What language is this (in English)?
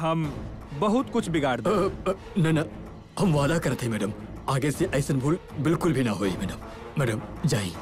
Bhojpuri